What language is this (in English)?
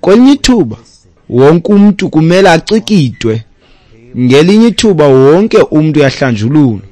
Xhosa